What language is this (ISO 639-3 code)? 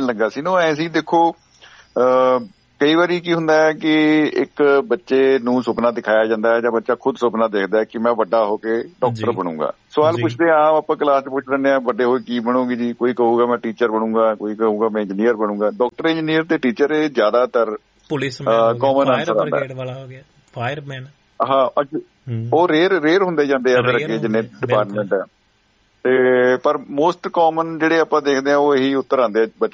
pan